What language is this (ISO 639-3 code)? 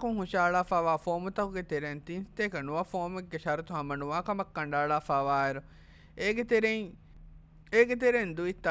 div